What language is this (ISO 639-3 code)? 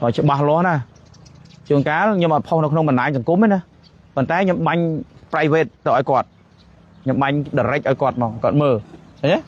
khm